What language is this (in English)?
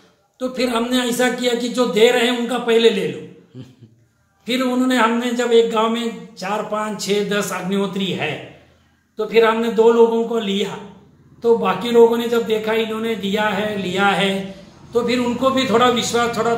Hindi